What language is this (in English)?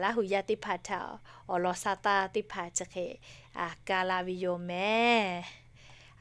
Lahu